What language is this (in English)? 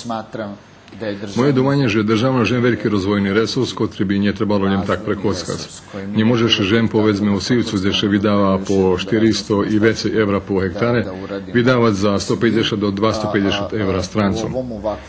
Rusyn